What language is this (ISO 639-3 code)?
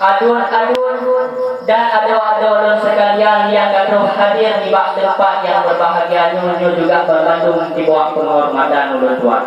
ace